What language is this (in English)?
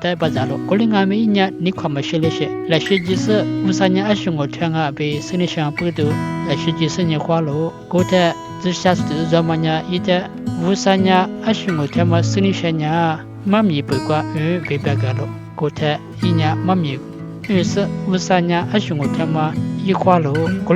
Lisu